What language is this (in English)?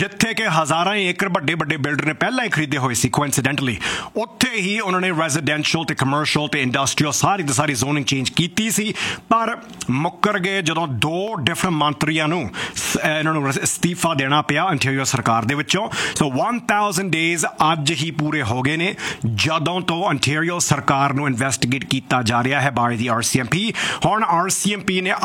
Punjabi